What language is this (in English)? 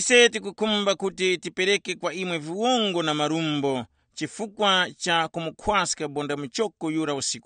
Tumbuka